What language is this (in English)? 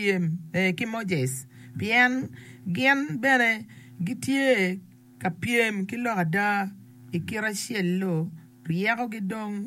Acoli